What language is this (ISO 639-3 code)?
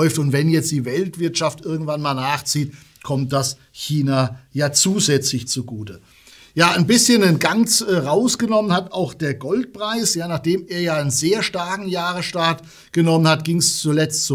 deu